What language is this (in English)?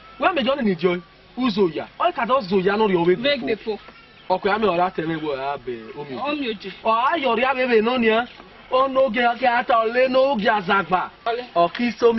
Esan